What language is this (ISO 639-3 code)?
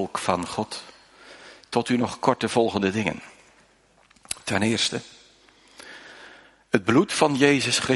nld